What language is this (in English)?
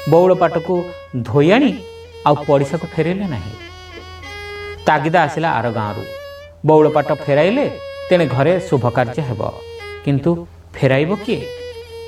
Odia